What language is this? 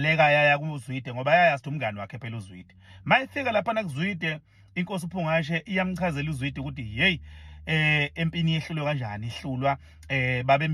Zulu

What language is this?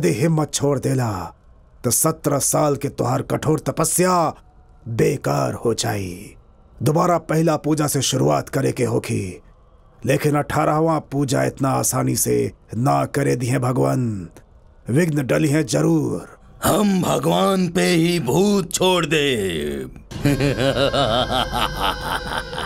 Bhojpuri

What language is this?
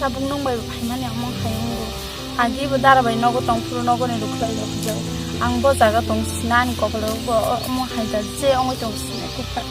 Kok Borok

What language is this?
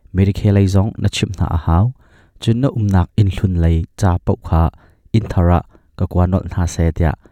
Hakha Chin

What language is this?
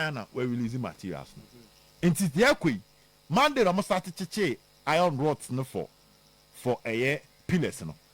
Akan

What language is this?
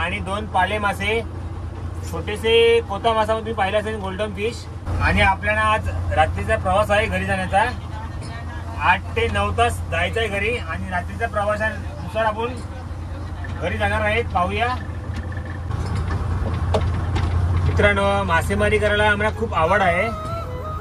Marathi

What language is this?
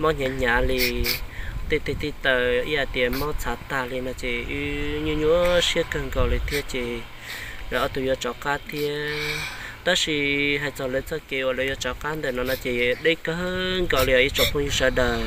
Hmong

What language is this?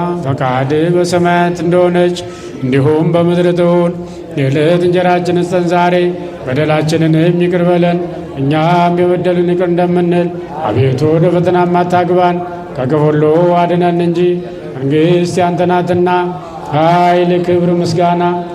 Amharic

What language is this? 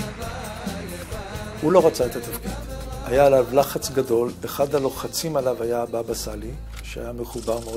Hebrew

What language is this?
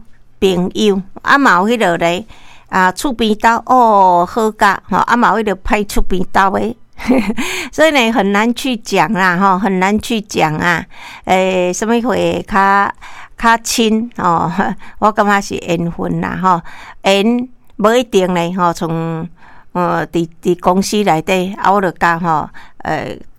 Min Nan Chinese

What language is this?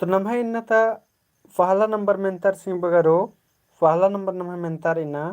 Kurukh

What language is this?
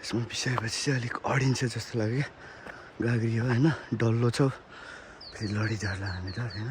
Nepali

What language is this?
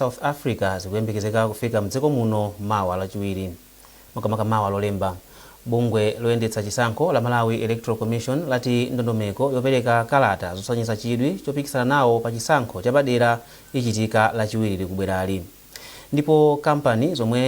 Nyanja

